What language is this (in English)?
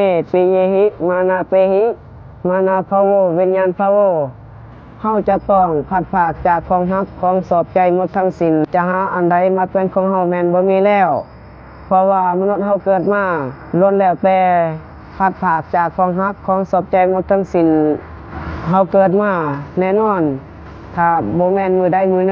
Lao